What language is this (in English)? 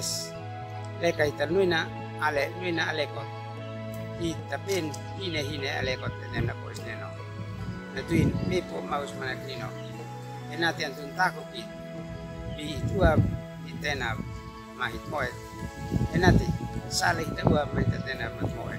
Uab Meto